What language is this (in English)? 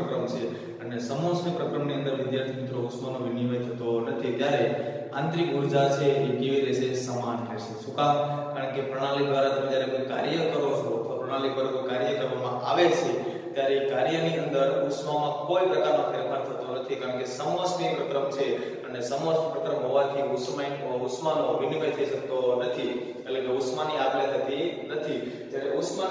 Gujarati